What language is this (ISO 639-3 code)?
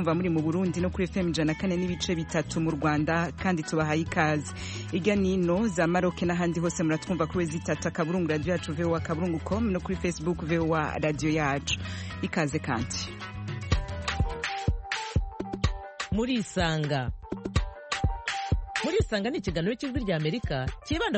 kin